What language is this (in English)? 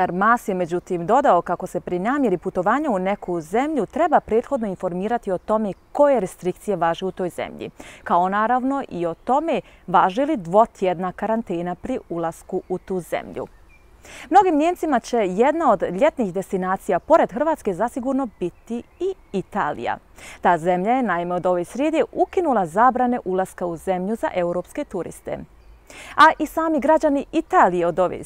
Croatian